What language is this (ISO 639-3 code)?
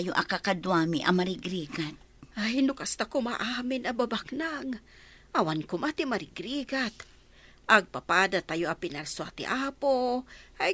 ilo